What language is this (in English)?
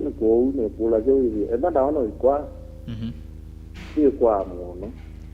Kamba